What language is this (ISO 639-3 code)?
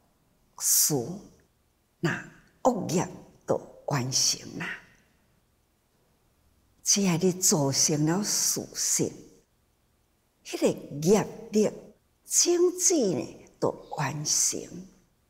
zho